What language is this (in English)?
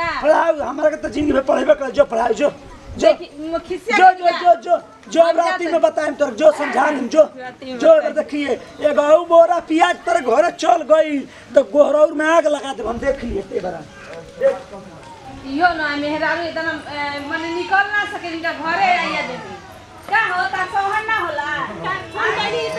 Bhojpuri